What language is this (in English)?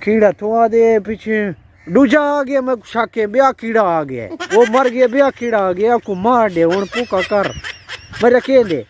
Saraiki